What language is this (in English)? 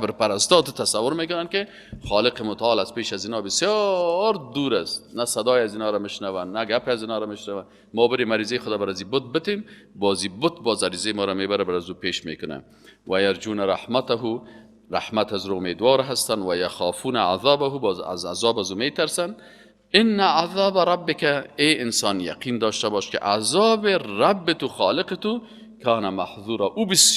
Persian